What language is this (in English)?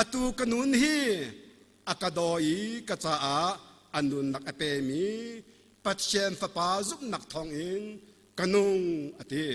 Hakha Chin